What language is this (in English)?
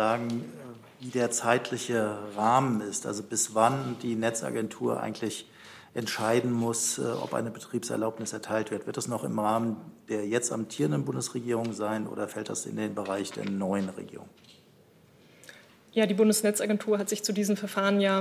German